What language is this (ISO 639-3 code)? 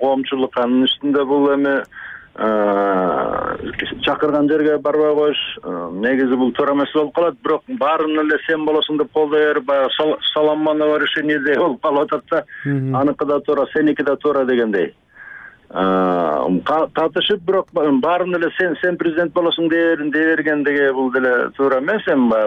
kir